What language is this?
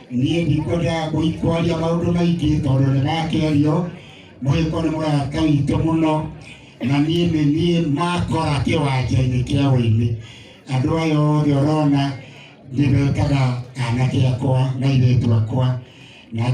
Kikuyu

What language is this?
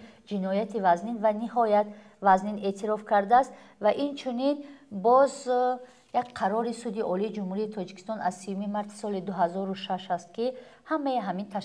Tajik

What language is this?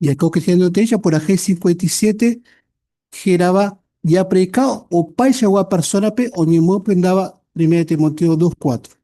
Guarani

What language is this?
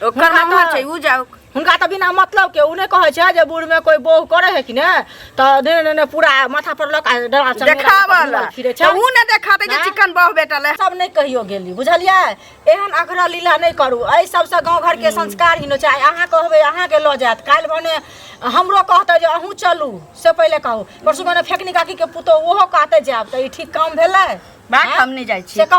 Maithili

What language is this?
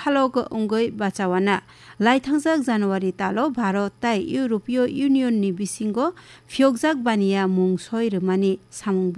Kok Borok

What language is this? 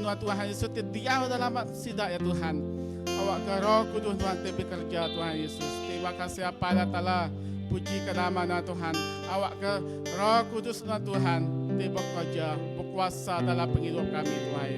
Iban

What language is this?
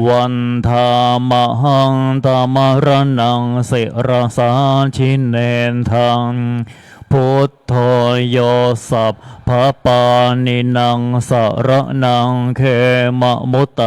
Pali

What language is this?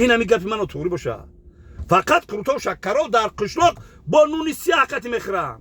Tajik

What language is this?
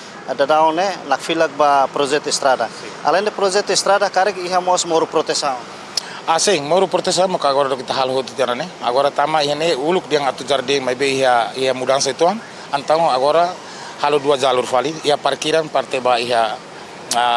Tetum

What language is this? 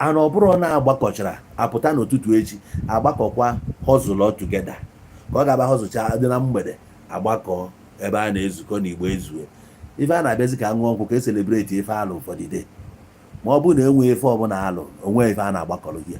Igbo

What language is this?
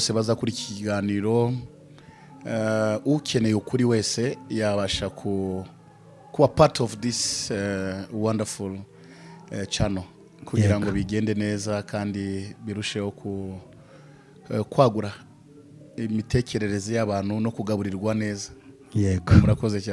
Kinyarwanda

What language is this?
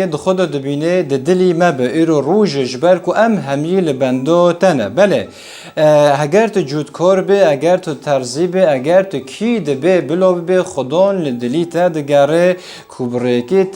Kurdish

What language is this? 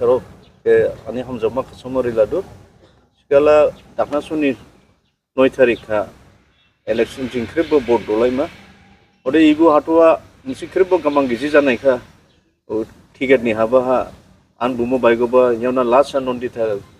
Dimasa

